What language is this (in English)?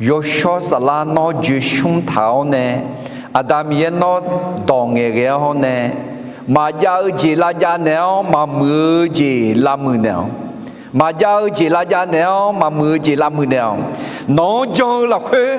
Akha